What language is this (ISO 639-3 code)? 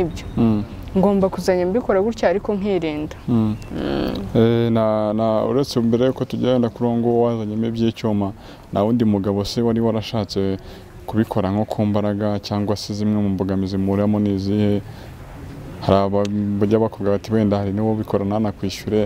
kin